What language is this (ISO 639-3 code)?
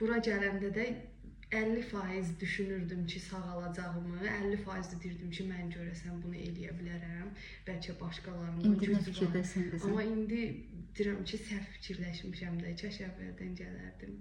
aze